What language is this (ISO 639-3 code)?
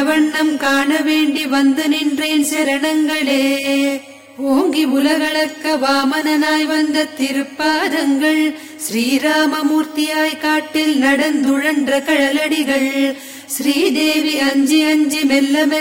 tam